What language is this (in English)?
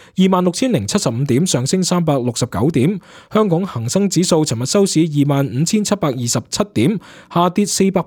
Cantonese